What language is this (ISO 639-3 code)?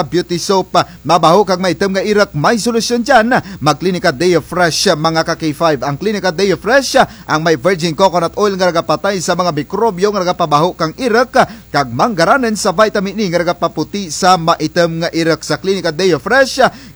krj